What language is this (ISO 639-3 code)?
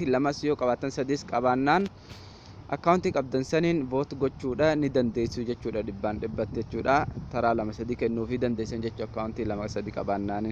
orm